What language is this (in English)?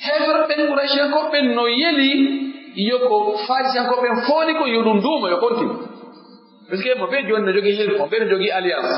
Pular